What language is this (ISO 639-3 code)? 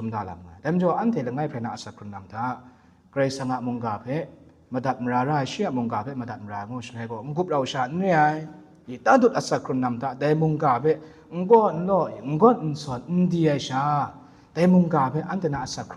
kac